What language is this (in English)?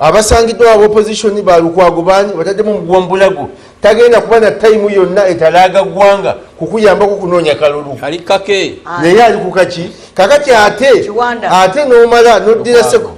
Ganda